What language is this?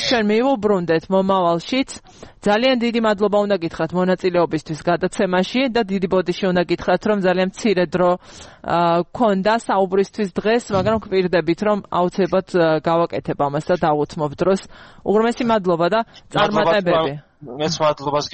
Georgian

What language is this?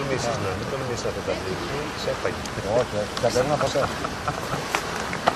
Greek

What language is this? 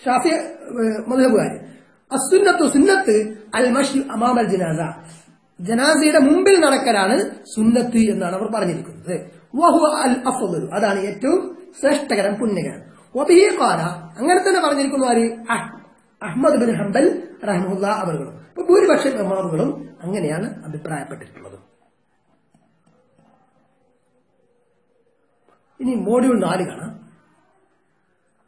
Malayalam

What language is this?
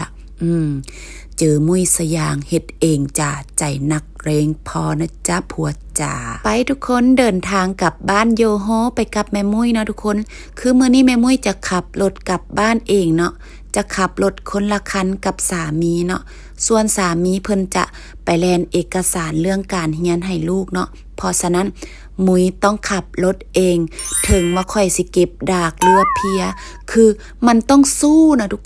Lao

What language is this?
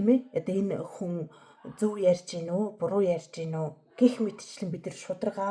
Mongolian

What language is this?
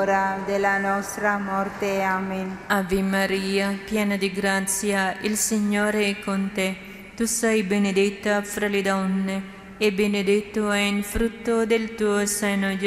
Italian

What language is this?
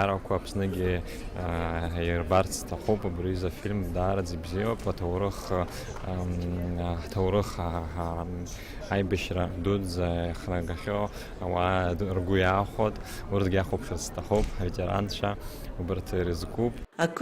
Abkhazian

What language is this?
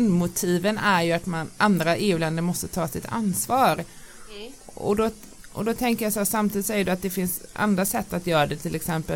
Swedish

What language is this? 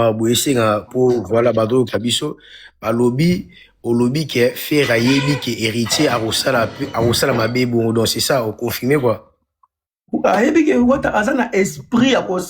Lingala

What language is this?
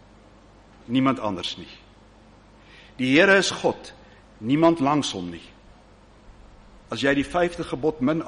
Afrikaans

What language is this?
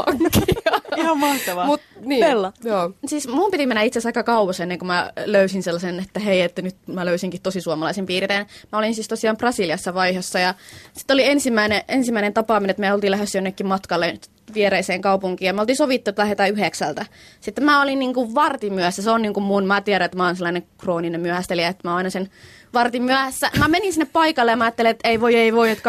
Finnish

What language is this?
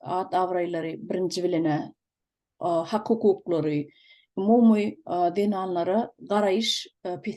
Turkmen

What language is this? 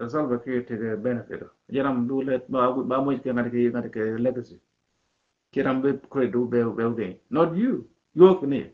Nuer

